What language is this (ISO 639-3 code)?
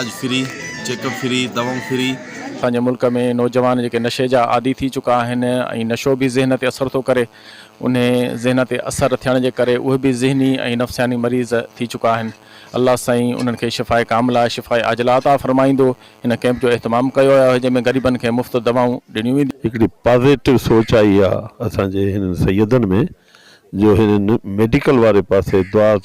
snd